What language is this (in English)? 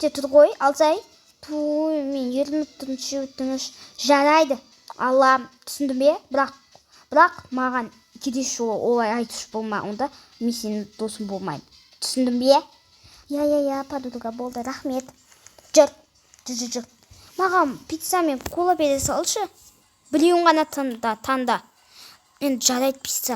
Kazakh